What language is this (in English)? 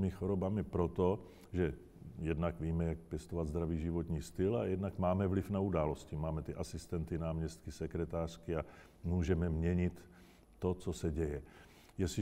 Czech